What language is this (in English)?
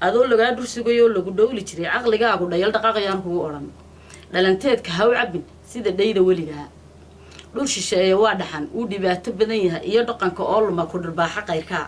Somali